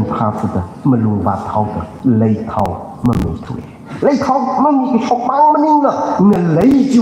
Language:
Tangkhul Naga (India)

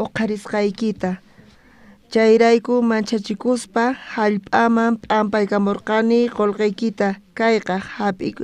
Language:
South Bolivian Quechua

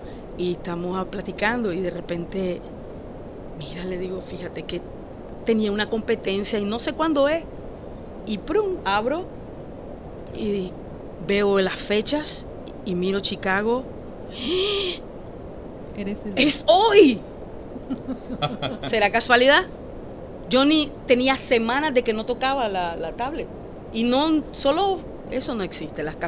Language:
Spanish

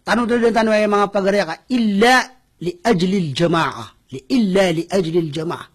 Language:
Maranao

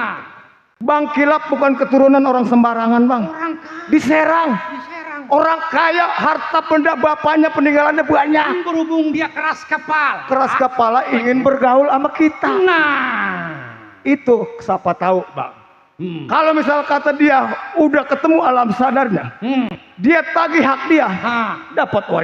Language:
Betawi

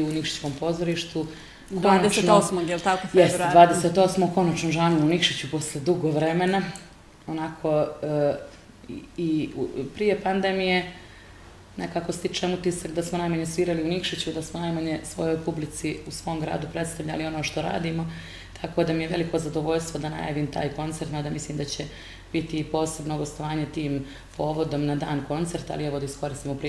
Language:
Bosnian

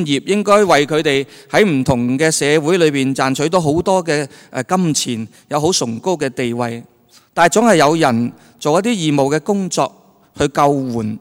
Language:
Cantonese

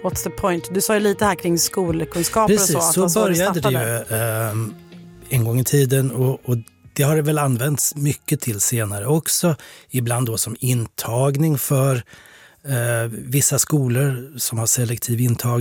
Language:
Swedish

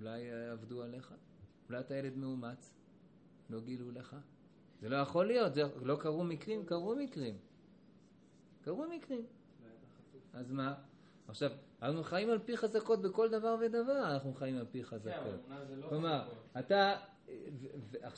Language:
Hebrew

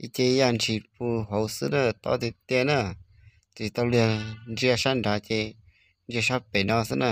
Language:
Hmong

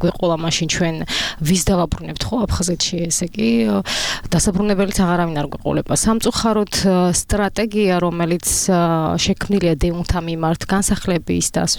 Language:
Georgian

